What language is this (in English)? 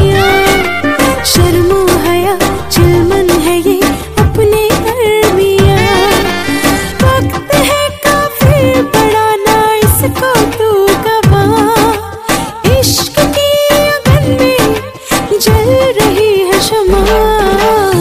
Hindi